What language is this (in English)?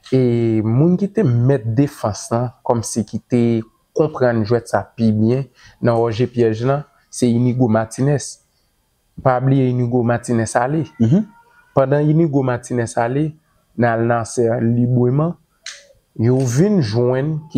Haitian Creole